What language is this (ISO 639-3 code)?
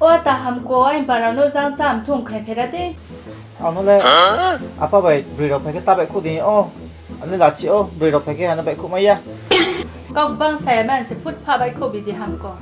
ria